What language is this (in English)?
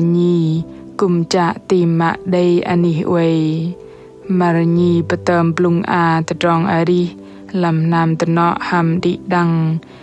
Bahnar